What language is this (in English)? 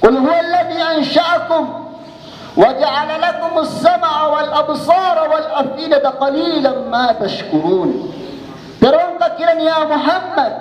Maranao